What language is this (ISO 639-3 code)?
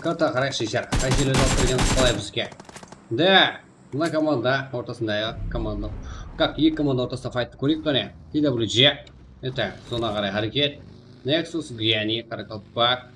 kaa